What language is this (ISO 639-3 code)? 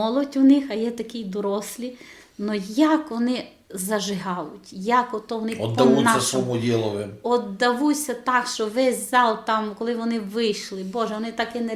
rue